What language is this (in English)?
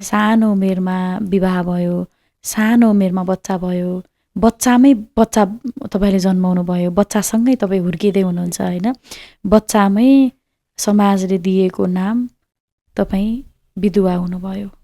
Nepali